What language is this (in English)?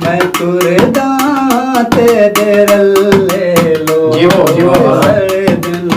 Saraiki